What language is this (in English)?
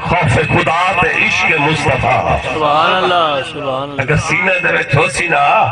Saraiki